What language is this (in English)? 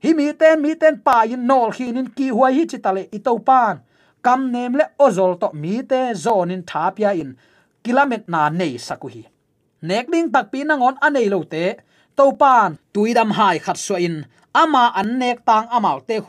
Tedim Chin